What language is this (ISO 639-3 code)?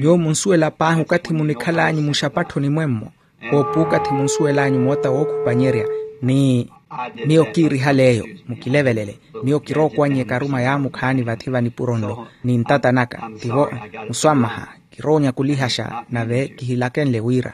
vmw